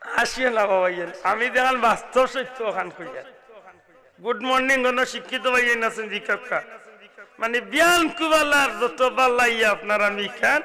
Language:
Sylheti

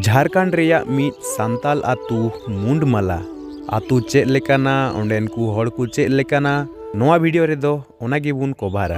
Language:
Santali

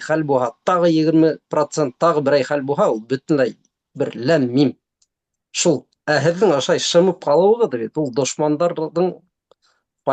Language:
Bashkir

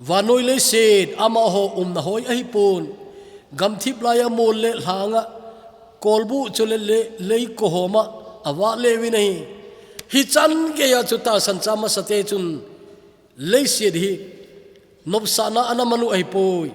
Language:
Thado Chin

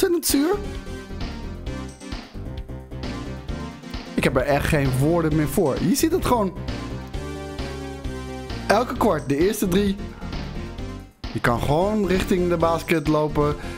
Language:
Dutch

